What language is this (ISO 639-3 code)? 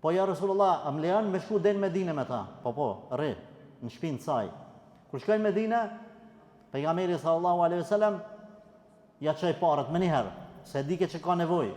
sqi